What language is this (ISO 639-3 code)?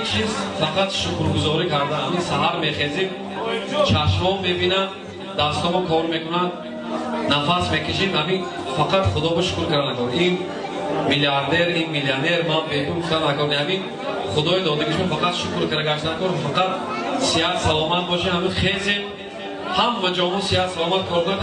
tgk